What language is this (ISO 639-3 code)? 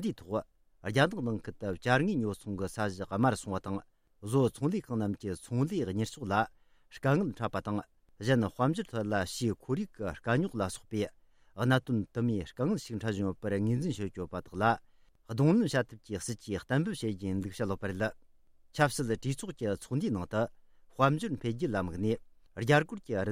bod